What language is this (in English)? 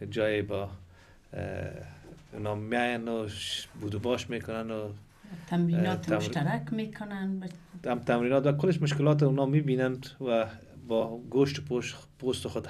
Persian